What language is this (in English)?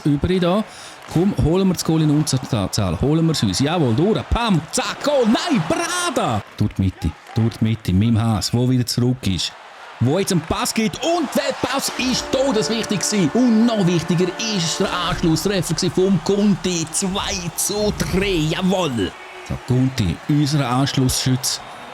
Swiss German